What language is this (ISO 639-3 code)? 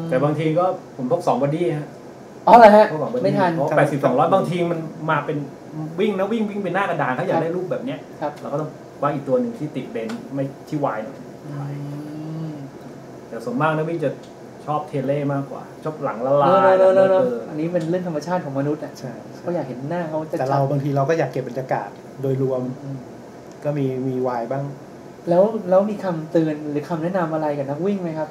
tha